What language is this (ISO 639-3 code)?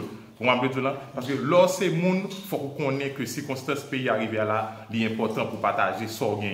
hat